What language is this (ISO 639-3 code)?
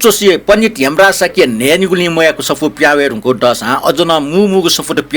new